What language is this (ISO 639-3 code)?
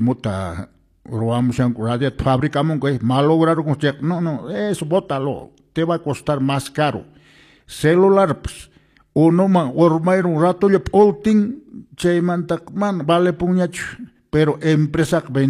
que